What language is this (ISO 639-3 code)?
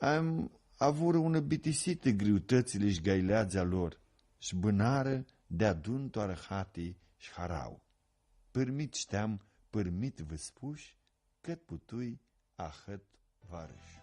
rup